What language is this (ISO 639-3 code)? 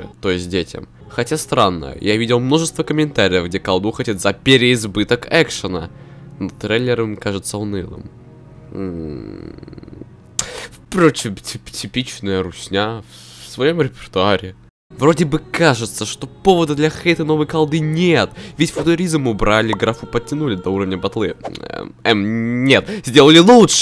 rus